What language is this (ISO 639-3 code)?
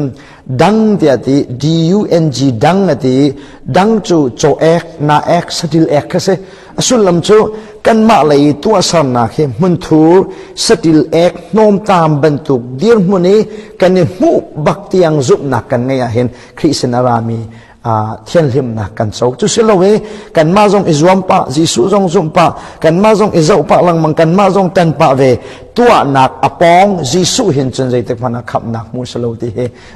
cnh